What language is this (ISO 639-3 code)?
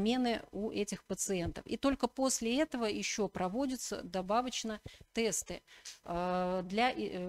rus